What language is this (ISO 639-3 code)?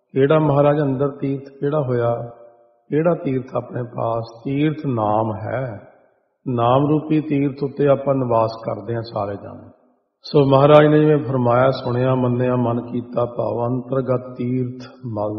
pan